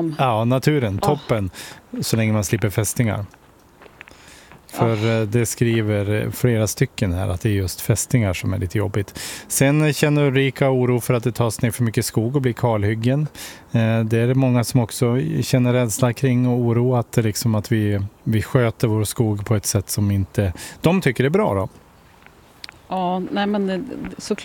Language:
Swedish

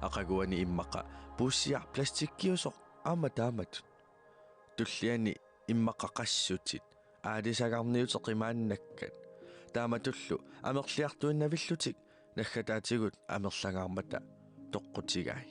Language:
Kalaallisut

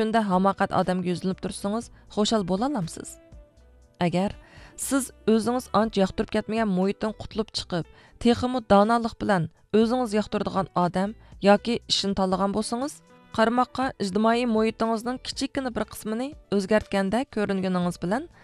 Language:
Uyghur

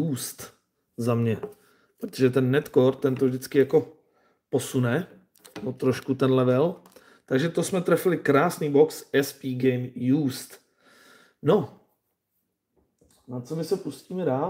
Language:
Czech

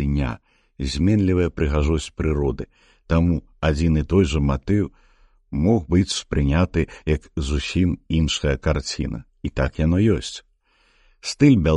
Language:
Belarusian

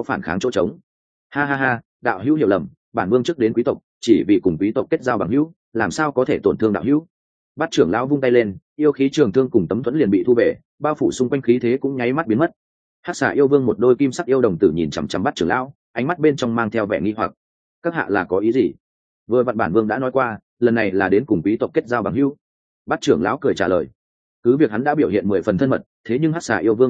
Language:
Vietnamese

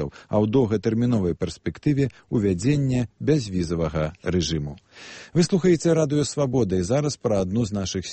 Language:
Belarusian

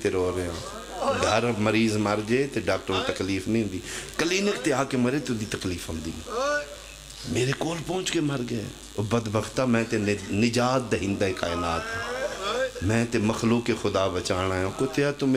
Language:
Pahari-Potwari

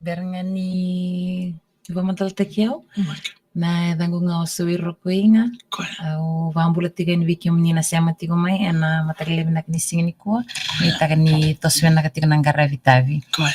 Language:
Fijian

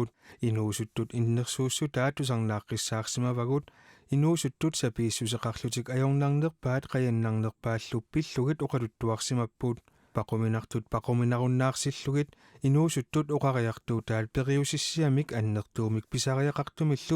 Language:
Kalaallisut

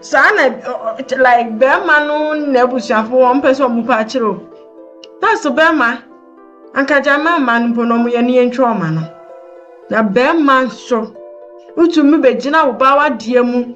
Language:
Akan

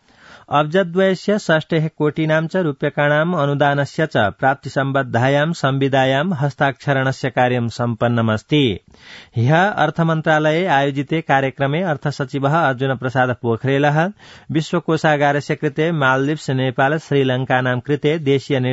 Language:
Sanskrit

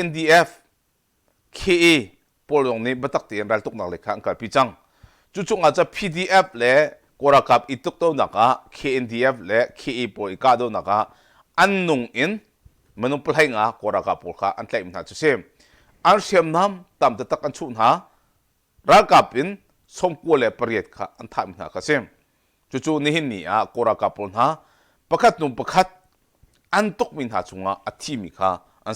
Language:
Hakha Chin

